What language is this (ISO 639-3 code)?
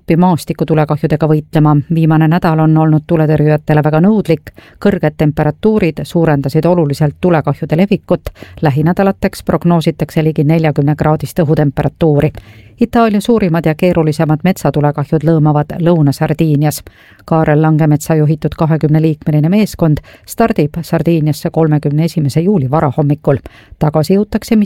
est